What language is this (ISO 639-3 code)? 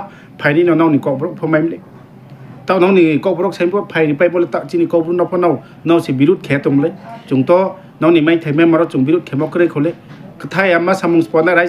ria